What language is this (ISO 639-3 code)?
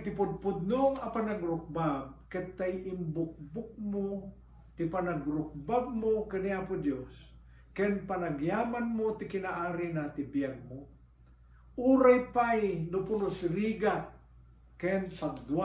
ilo